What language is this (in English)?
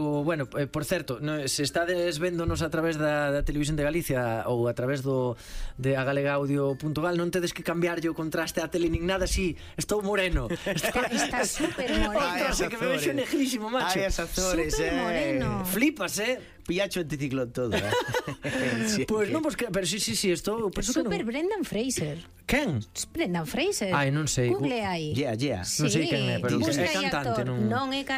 Galician